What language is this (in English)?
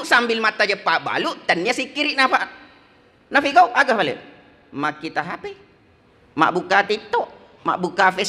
Buginese